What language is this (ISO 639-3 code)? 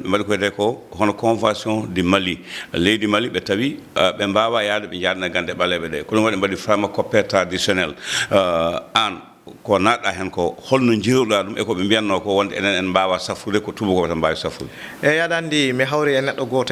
ful